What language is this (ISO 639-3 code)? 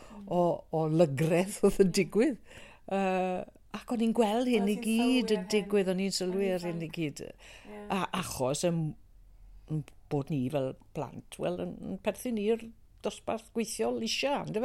cym